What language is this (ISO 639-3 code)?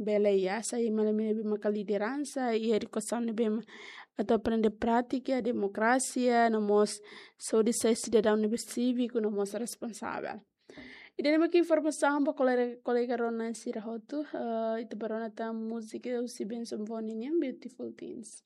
tet